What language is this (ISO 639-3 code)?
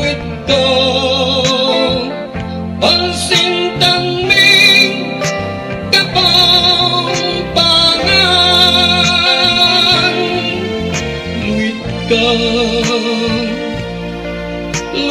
pam